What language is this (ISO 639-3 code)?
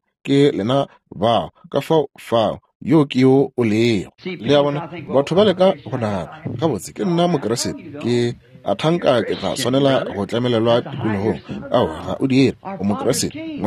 nso